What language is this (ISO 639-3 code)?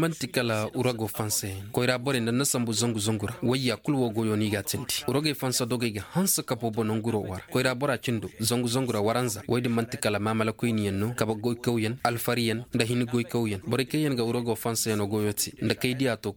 ses